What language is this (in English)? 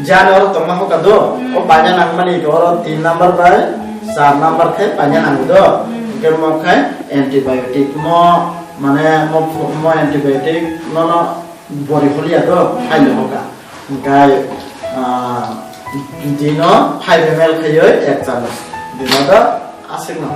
Kok Borok